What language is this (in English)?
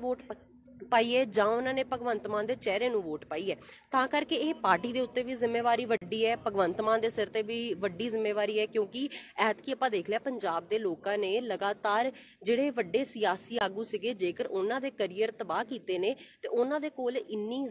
Punjabi